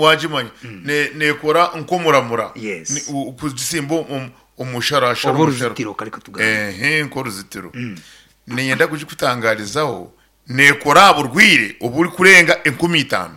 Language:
Nyankole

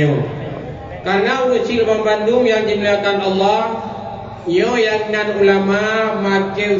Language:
Achinese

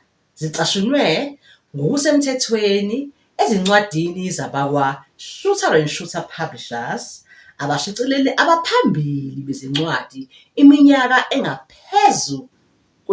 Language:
Zulu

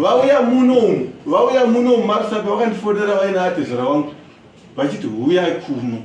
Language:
Shona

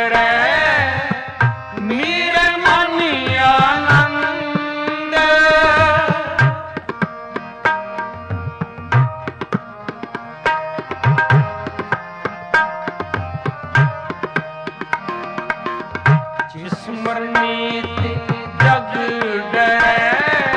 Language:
Punjabi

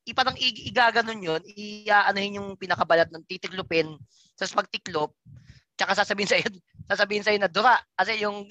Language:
Filipino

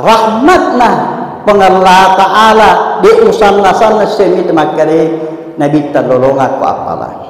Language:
Buginese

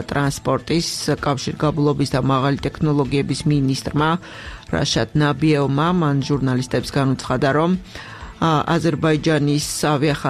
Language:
Georgian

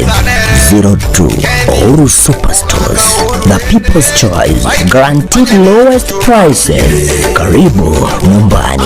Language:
Gusii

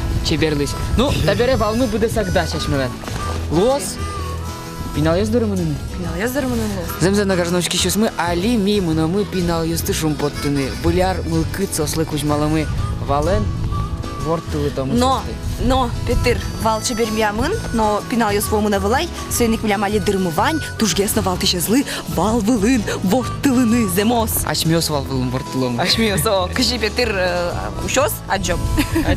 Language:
Udmurt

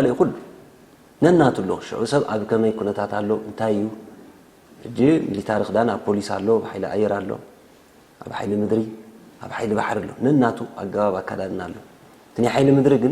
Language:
Tigrinya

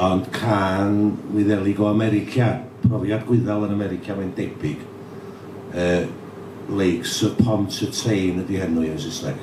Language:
Welsh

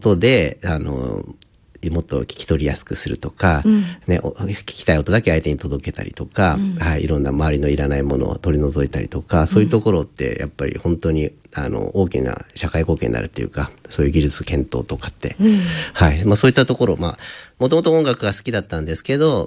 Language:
Japanese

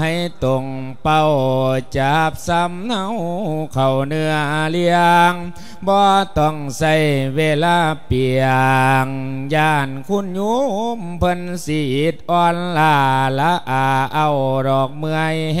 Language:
Lao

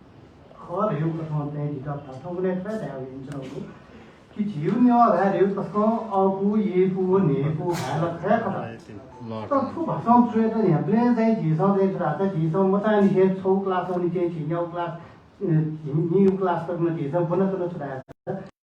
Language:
Newari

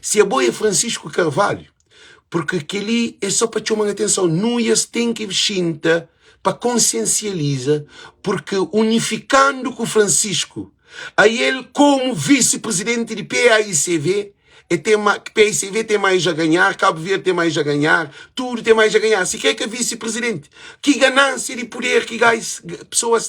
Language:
Kabuverdianu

